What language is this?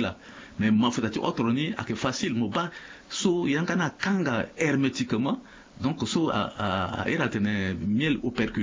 Sango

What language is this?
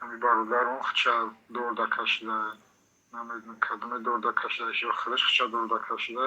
Tajik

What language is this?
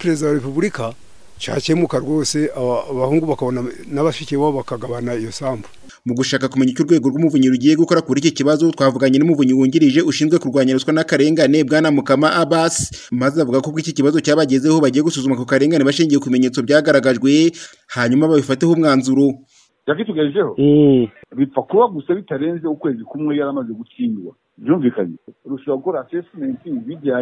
Kinyarwanda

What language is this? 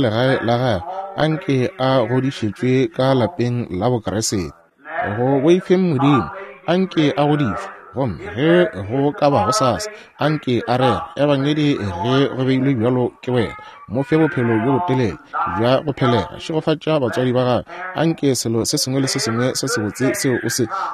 Northern Sotho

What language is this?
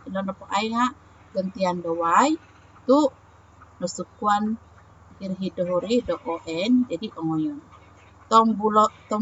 Central Dusun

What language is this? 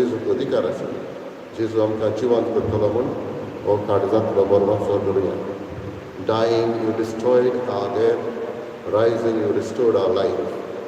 Konkani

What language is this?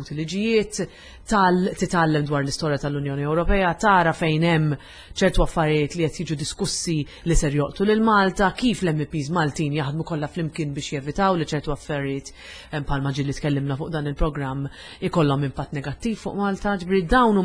Maltese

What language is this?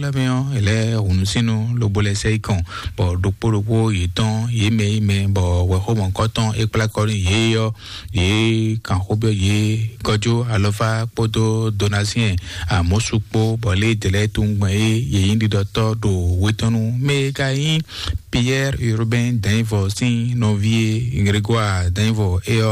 Fon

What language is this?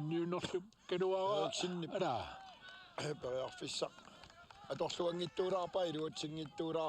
Kalaallisut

